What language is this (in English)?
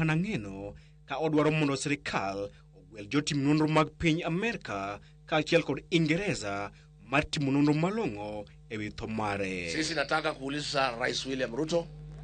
Luo (Kenya and Tanzania)